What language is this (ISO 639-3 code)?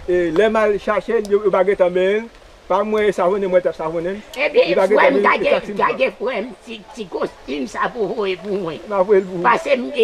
hat